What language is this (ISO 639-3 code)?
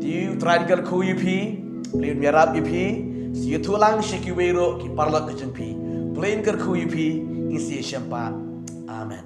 kha